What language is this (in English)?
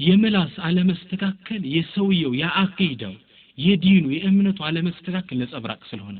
Amharic